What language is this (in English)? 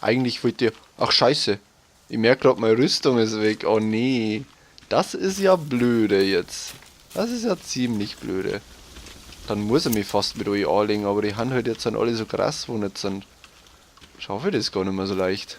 Bavarian